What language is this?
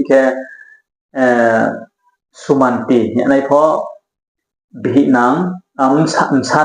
Riang (India)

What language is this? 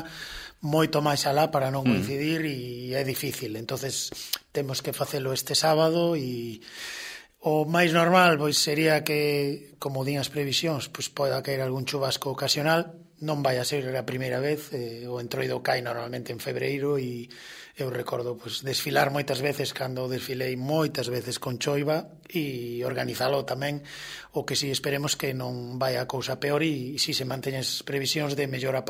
Galician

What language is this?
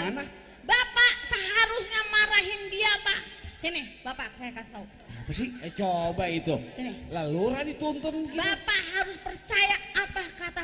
Betawi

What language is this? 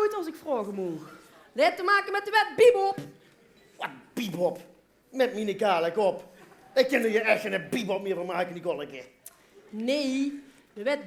Limburgish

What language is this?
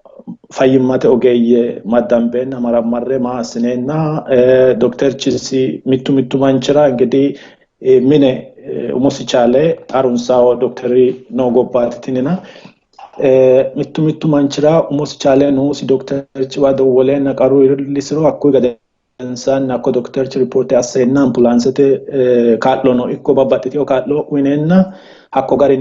Sidamo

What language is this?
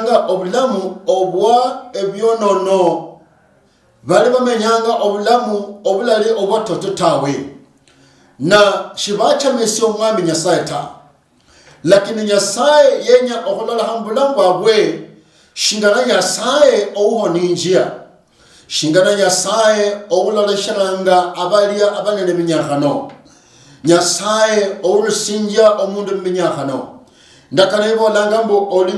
Luyia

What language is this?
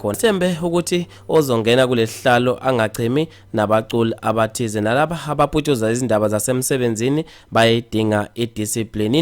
Zulu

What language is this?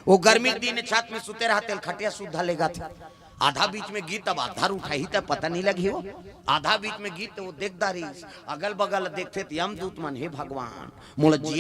Chhattisgarhi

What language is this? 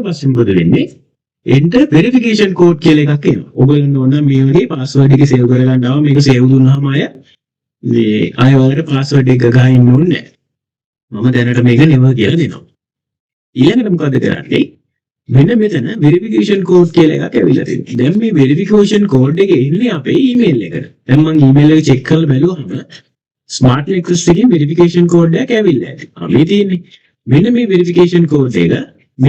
Sinhala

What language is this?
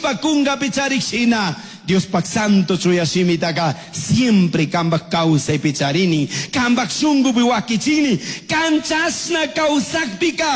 Chimborazo Highland Quichua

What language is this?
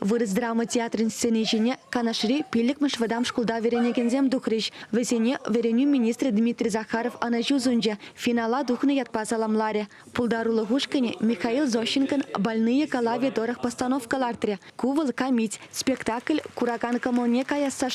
Chuvash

